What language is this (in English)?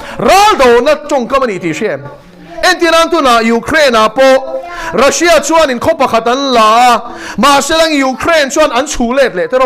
Mizo